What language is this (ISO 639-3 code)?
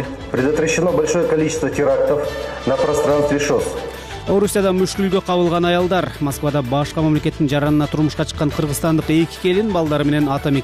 kir